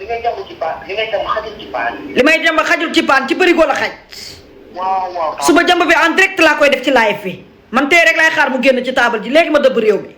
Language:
Wolof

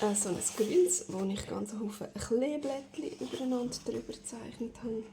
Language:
Swiss German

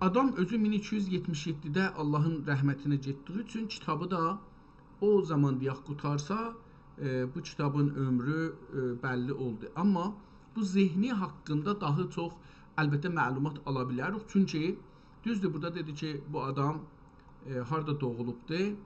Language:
South Azerbaijani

